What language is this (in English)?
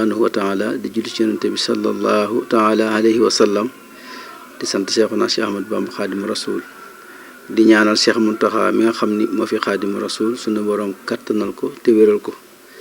Wolof